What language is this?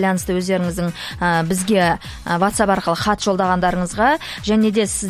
Kazakh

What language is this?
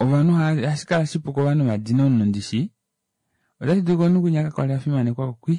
Kuanyama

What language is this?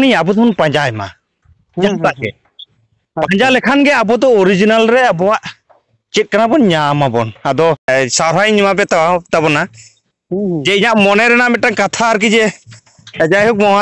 Santali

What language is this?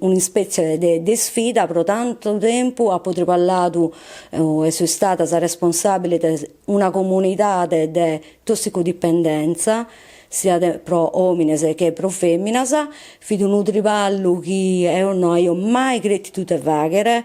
Sardinian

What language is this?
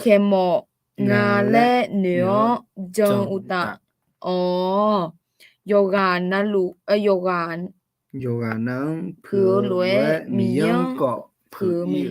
Akha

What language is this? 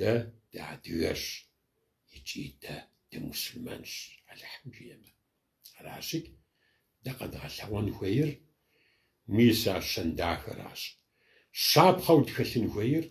Kabardian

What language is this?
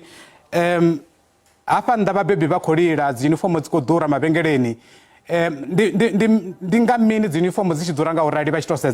Venda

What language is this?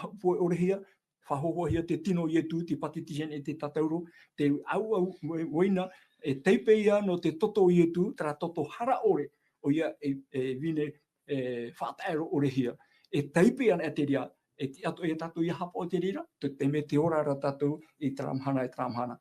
Tahitian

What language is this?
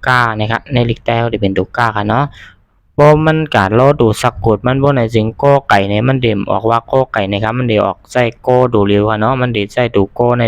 Shan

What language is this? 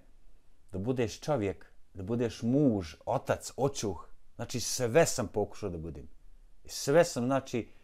Bosnian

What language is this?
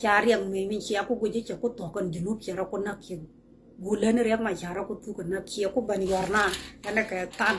Nuer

